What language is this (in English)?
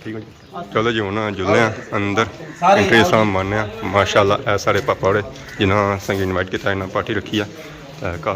Pahari-Potwari